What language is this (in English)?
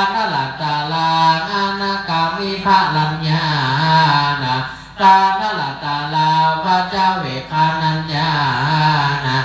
Pali